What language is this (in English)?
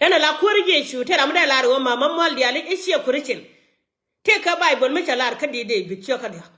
Nuer